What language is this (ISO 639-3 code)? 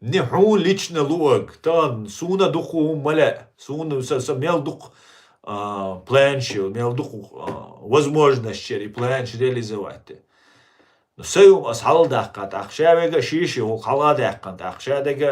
che